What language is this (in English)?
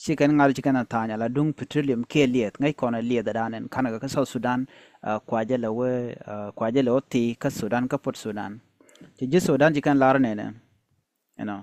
Nuer